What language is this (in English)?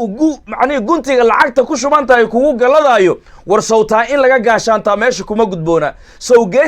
Somali